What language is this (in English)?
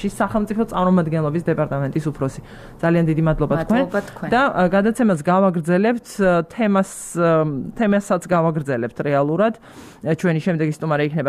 Georgian